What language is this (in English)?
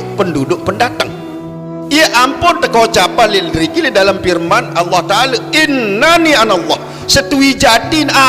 Sasak